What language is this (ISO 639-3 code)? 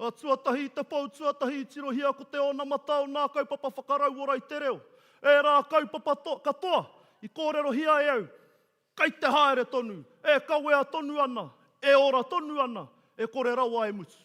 mri